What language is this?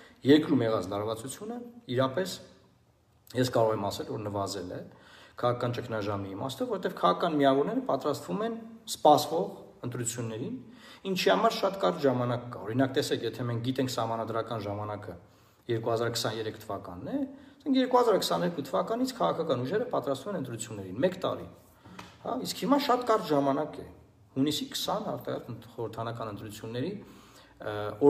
Armenian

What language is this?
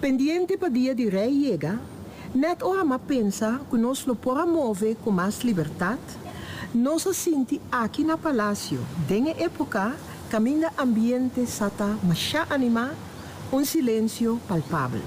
Papiamento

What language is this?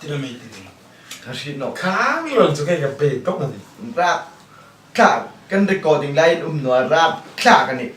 Hmar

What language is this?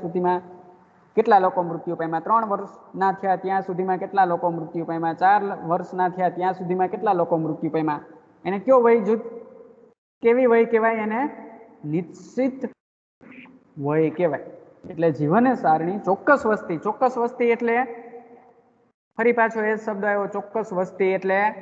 Gujarati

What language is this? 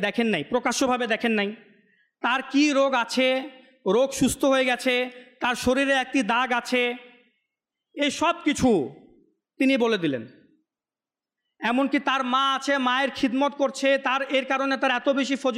Bangla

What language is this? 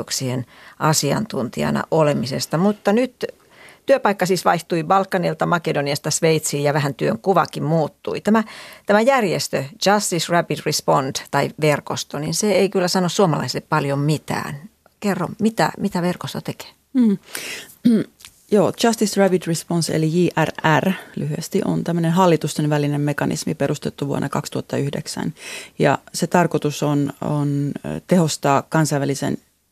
Finnish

